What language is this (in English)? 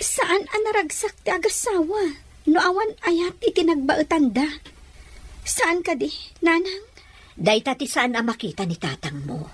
Iloko